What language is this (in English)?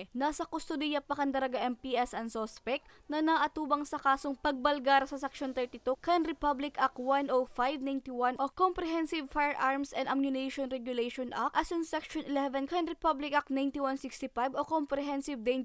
Bikol